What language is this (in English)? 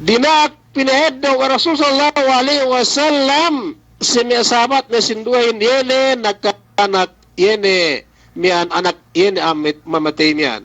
Yakan